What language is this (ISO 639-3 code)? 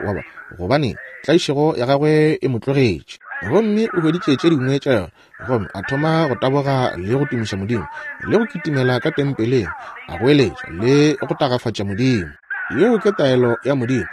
nso